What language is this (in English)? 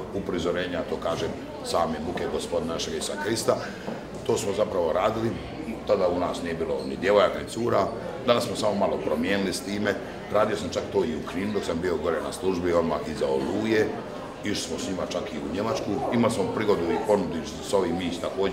Croatian